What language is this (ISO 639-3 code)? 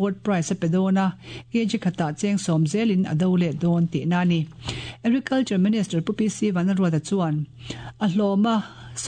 lus